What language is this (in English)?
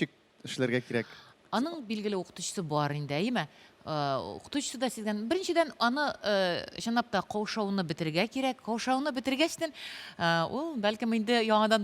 Tatar